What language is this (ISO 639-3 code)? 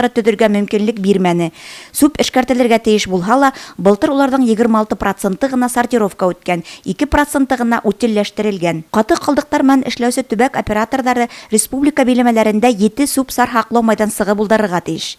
bak